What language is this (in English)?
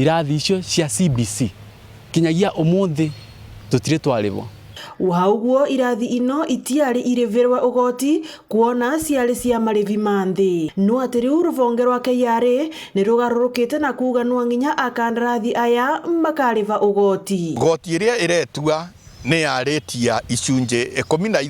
Meru